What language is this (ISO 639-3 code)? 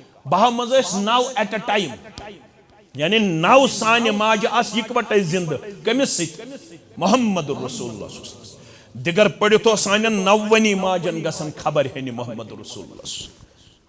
kas